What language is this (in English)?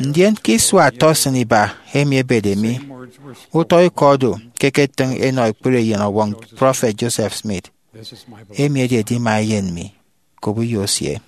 Efik